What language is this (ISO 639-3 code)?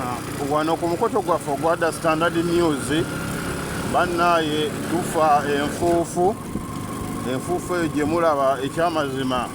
lug